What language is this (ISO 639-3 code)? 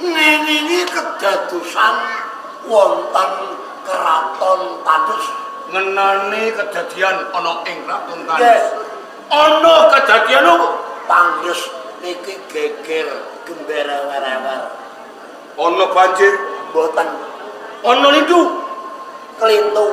jav